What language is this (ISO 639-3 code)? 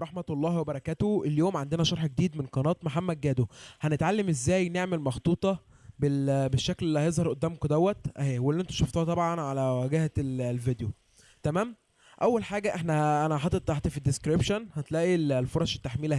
arz